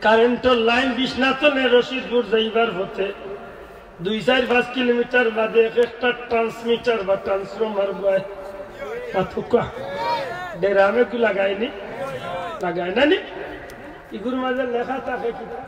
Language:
Sylheti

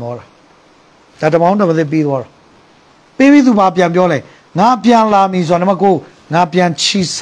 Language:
Burmese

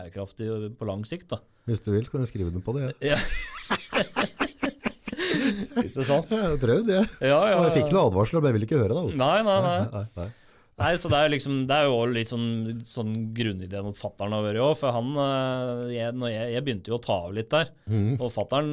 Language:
Norwegian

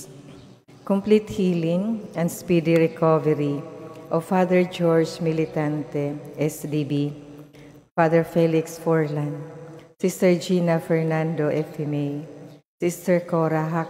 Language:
Cebuano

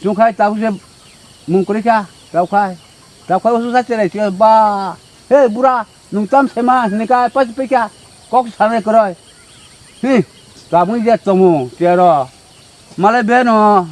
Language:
Kok Borok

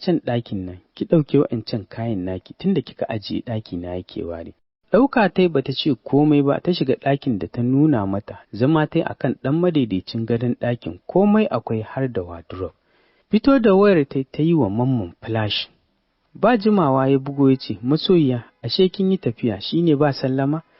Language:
Hausa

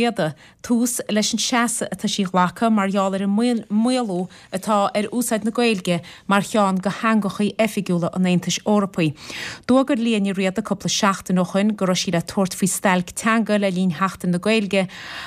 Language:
Irish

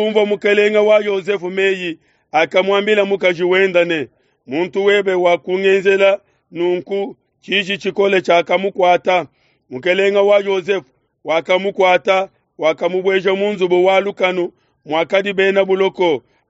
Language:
Luba-Lulua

